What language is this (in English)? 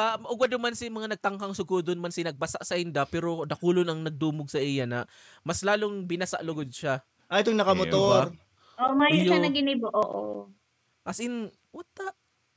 Bikol